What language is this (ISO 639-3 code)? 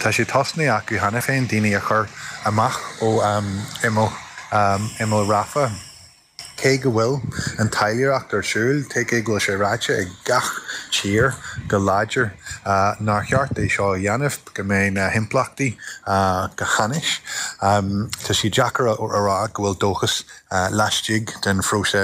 gle